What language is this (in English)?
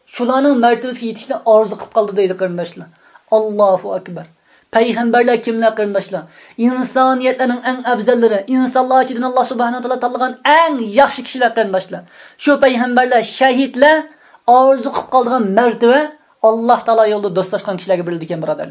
Uyghur